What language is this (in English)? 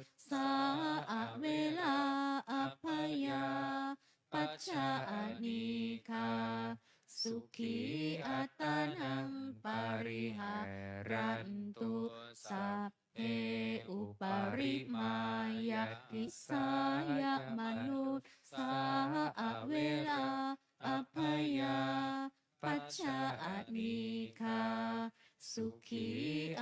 Pali